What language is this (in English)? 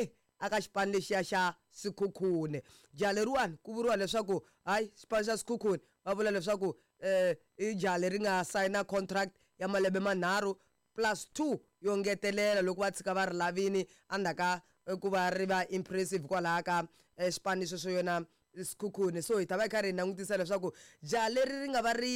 Tsonga